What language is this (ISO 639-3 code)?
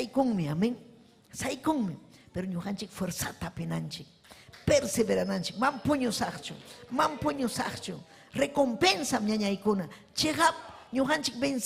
quy